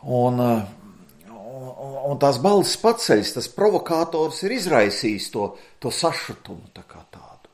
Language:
Latvian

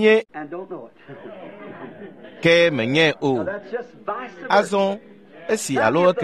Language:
Ewe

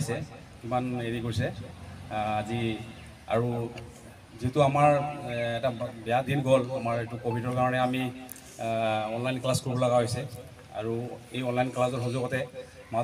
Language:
Assamese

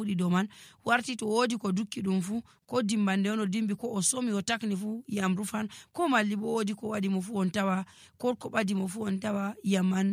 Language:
Nigerian Fulfulde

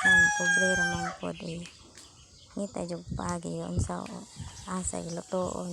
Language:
Cebuano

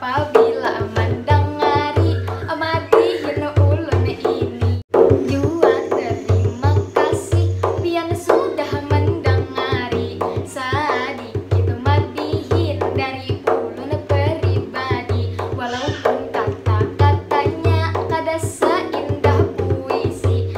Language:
Banjar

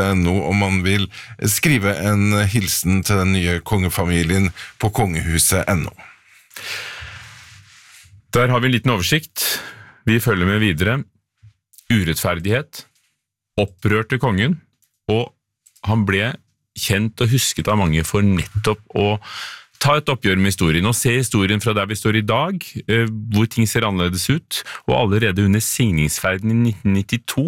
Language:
Norwegian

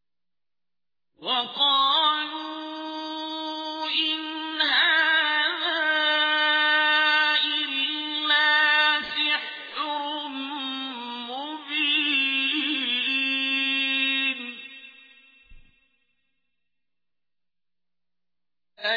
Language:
Arabic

